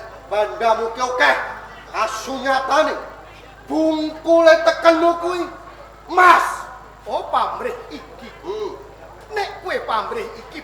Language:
Javanese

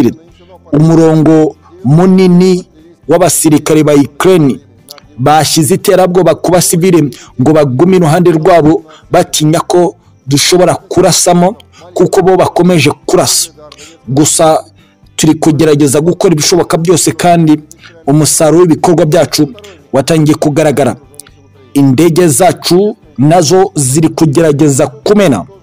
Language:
Kinyarwanda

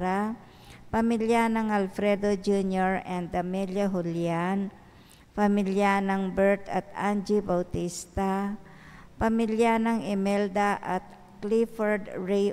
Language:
Pampanga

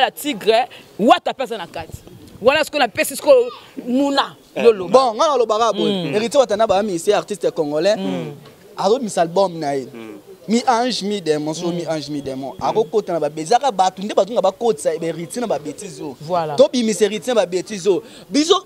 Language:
Lingala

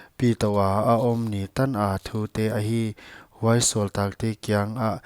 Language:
Paite Chin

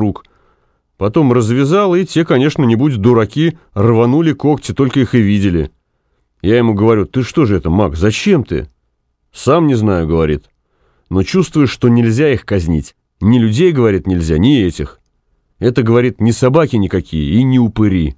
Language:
Russian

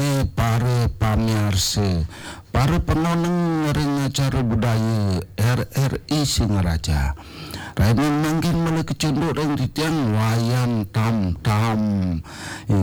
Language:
Balinese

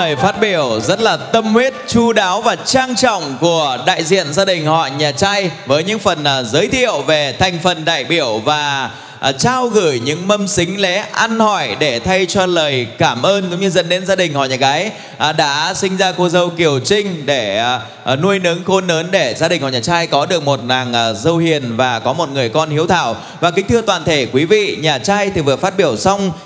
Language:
Vietnamese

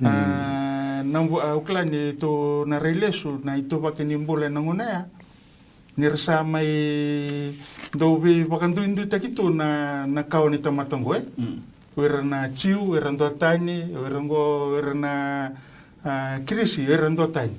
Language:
Fijian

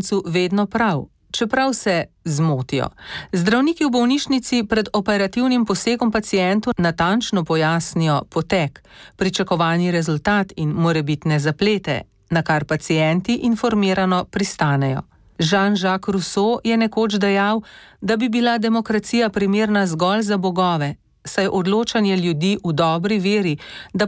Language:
Slovenian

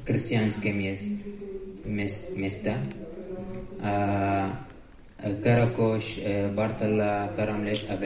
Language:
Slovak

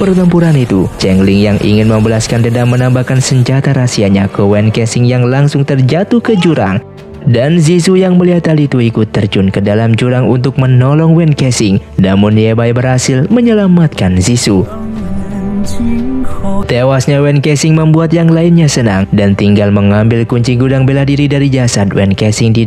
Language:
Indonesian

